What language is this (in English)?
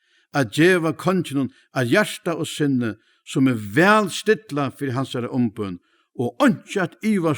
Faroese